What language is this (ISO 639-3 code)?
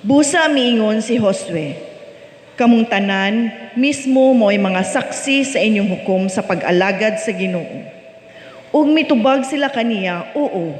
ceb